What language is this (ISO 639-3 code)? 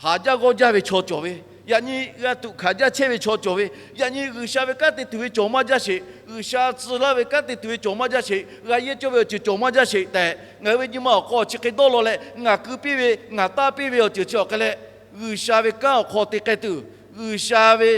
lhu